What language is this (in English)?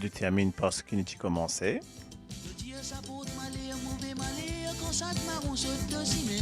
Morisyen